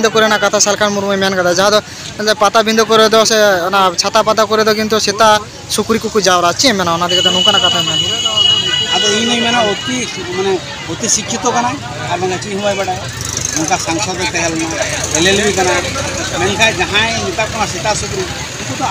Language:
Santali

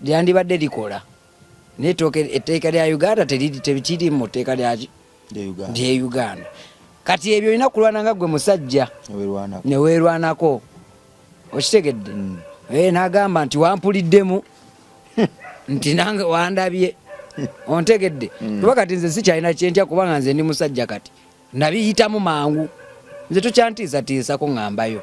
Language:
Ganda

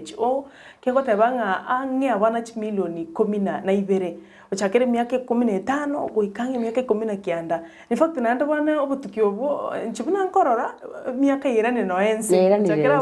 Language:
Gusii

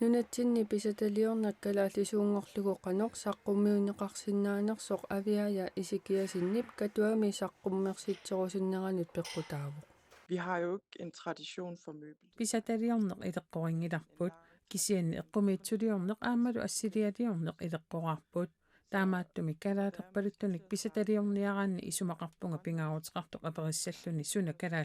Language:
Kalaallisut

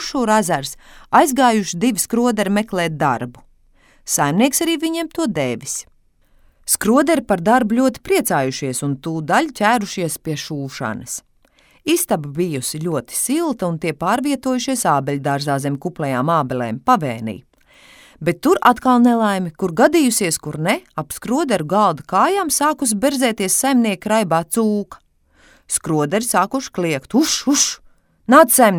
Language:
Latvian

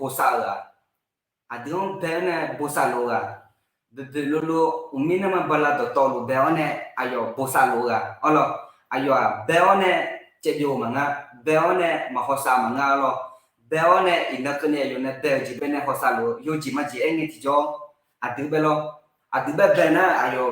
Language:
Akha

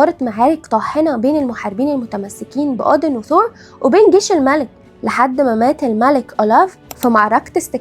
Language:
Egyptian Arabic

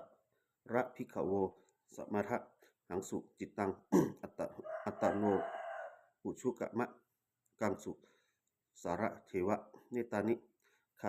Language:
Pali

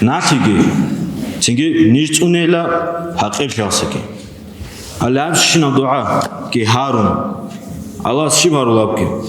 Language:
Avaric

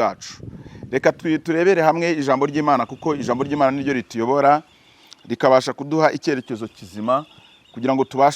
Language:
Kinyarwanda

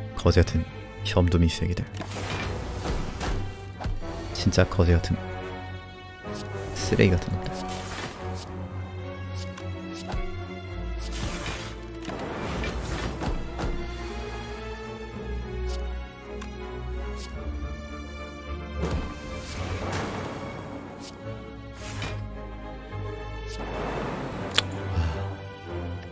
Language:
Korean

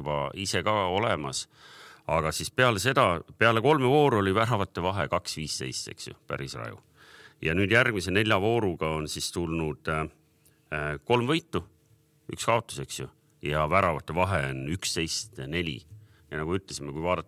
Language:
Estonian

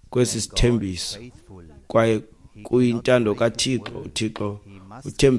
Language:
Xhosa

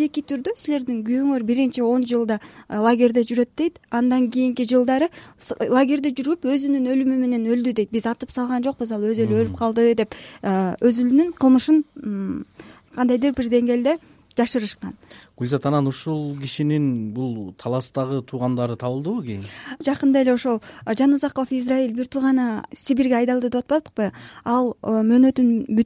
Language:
Kyrgyz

